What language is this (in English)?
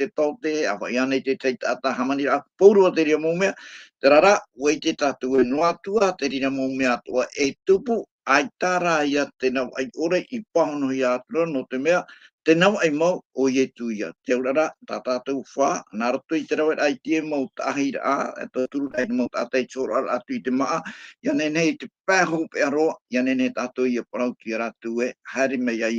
Tahitian